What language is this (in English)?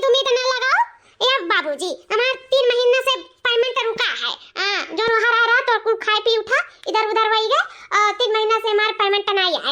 Awadhi